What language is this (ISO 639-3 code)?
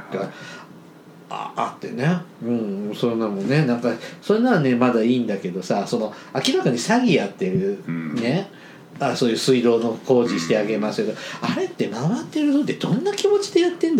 jpn